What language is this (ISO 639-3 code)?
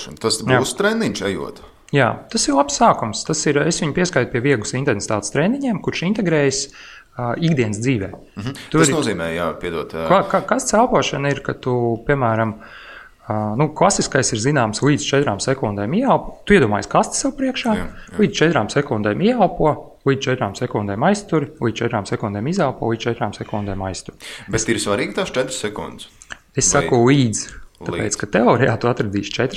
lav